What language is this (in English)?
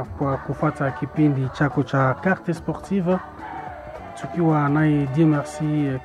Swahili